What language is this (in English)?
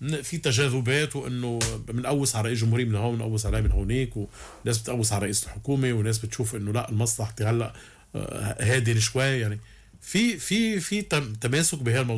North Levantine Arabic